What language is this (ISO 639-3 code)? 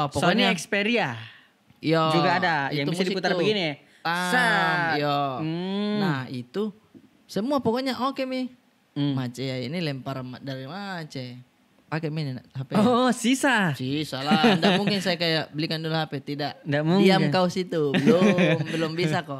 mfp